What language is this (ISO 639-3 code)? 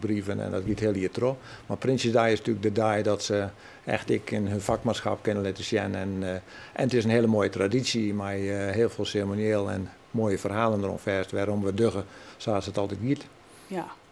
fry